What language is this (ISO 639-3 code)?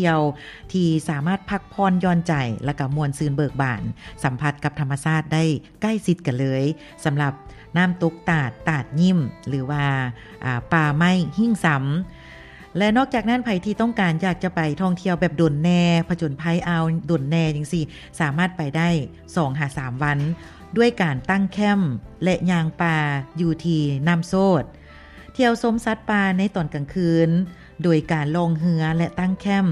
lao